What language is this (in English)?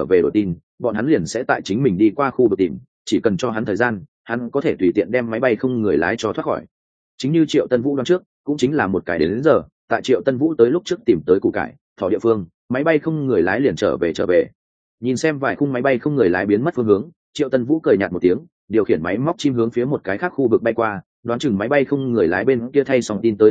Vietnamese